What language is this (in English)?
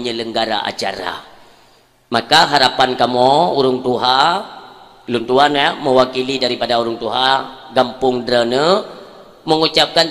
Achinese